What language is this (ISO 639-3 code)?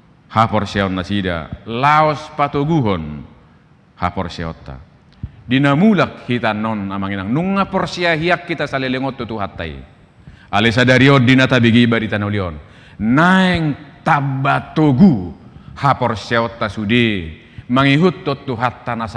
bbc